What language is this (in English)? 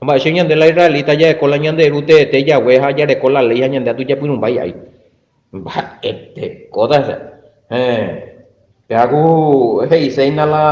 Guarani